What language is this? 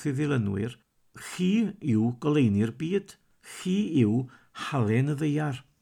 Welsh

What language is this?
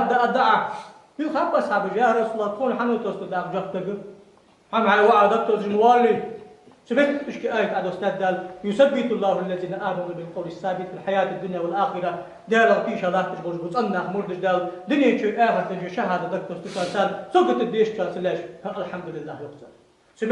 Ingush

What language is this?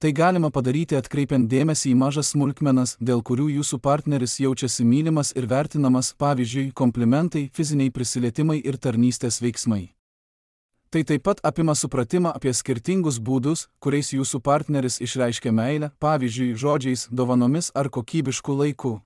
Lithuanian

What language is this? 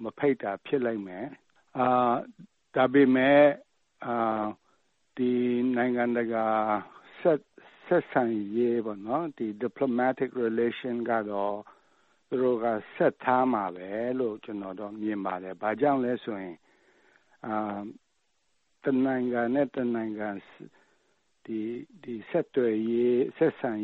Burmese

